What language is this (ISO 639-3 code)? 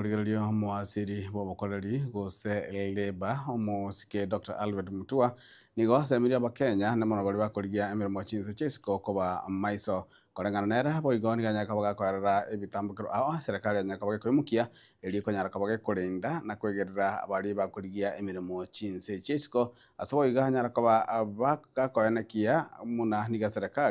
guz